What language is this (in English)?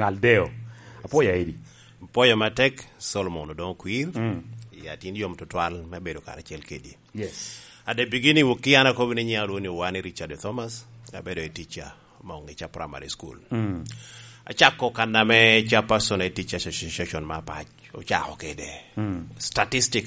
Lango (Uganda)